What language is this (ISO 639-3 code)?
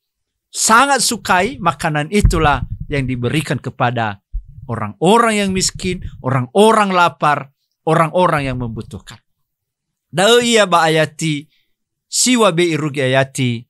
nia